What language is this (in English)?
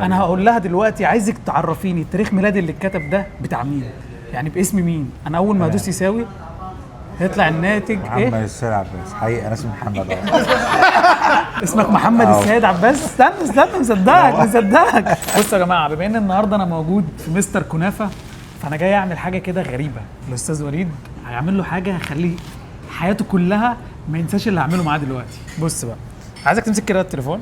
Egyptian Arabic